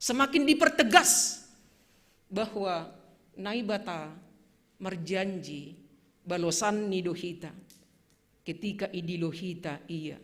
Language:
Batak Simalungun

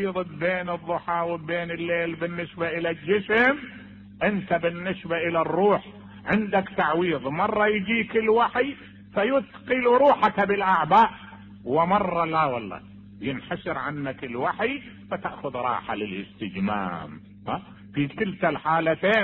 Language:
Mesopotamian Arabic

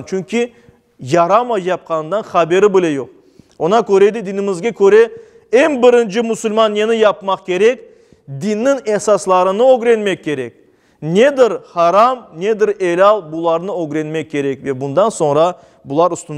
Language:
Crimean Tatar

